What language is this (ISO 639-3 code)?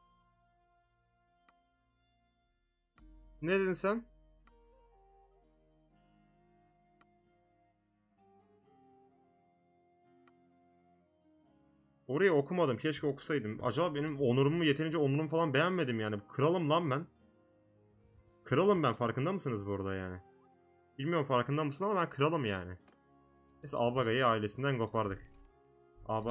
tur